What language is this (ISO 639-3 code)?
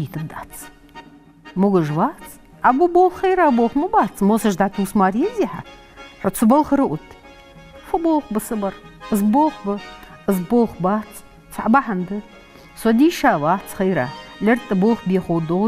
inh